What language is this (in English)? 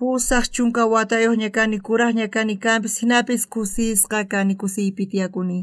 South Bolivian Quechua